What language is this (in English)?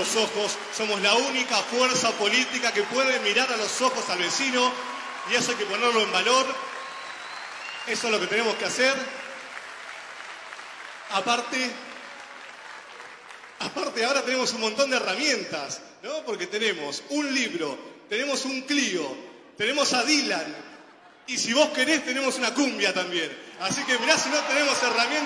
Spanish